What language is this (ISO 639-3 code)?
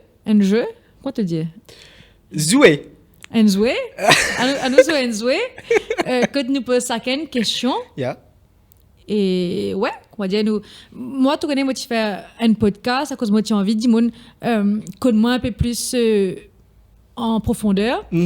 mfe